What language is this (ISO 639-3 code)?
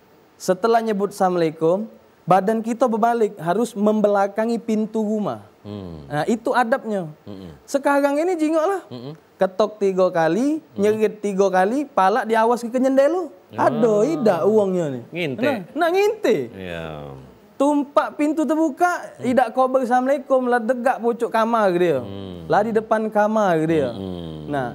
mui